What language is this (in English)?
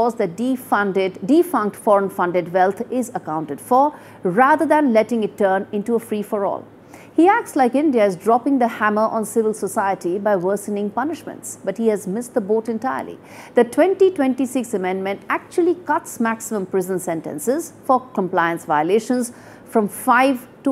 English